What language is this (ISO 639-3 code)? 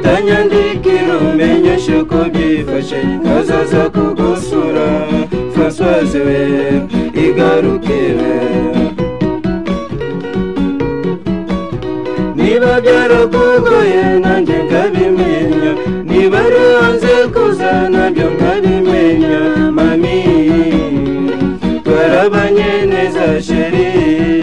kin